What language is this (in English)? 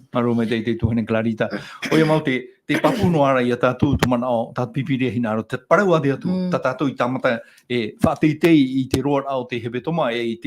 Tahitian